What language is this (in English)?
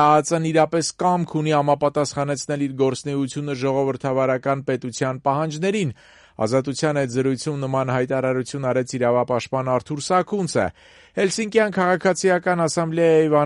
Armenian